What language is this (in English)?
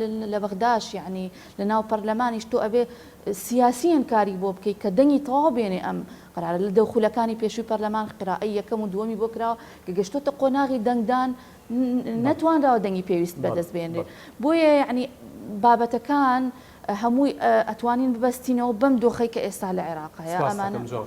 Central Kurdish